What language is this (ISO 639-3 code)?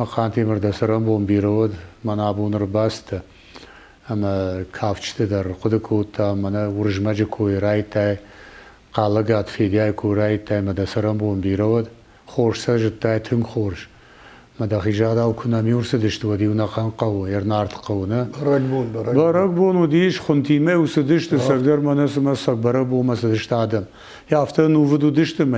oss